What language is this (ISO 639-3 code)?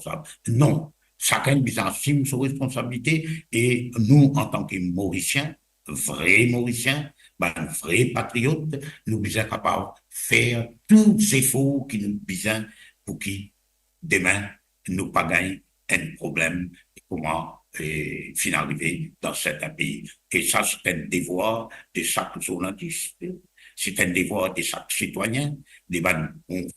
mfe